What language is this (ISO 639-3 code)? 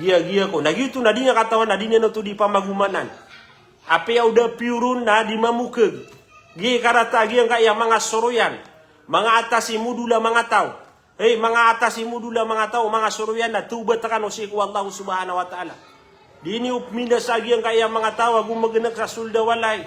mrw